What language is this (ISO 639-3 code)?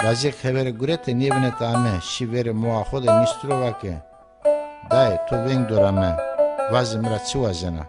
zza